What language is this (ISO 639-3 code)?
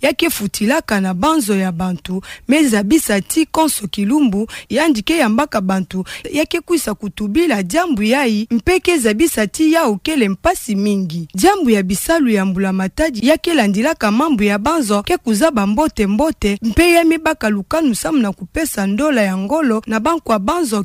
ktu